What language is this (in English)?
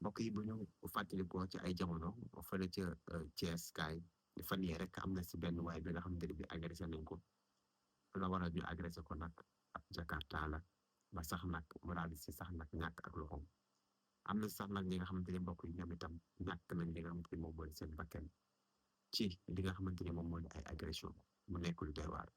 Wolof